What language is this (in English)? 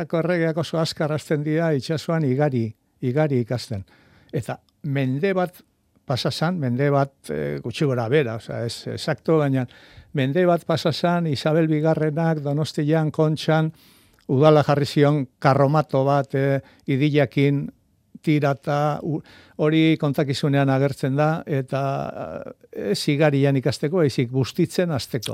Basque